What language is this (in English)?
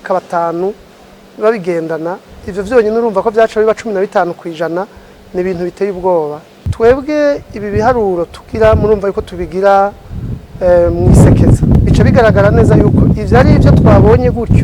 Rundi